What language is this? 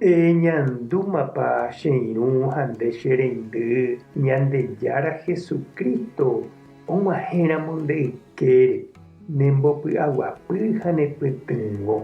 Guarani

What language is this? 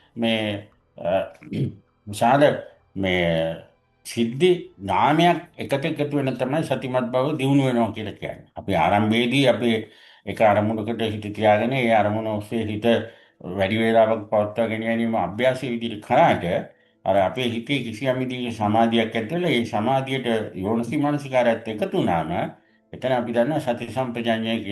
Sinhala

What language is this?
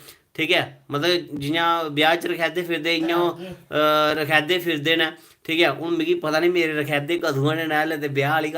Dogri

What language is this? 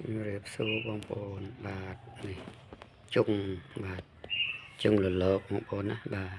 Khmer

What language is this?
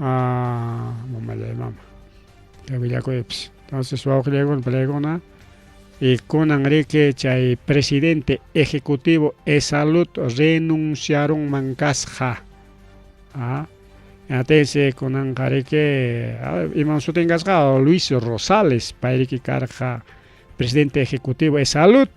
Ayacucho Quechua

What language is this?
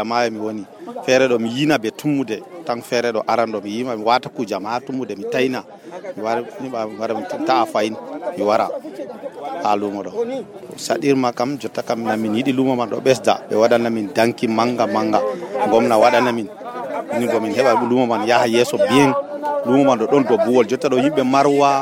Nigerian Fulfulde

